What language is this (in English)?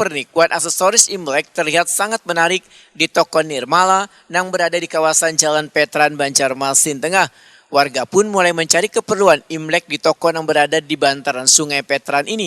Banjar